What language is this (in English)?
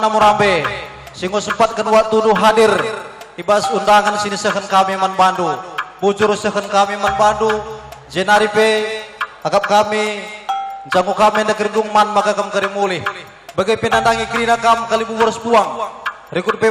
Batak Karo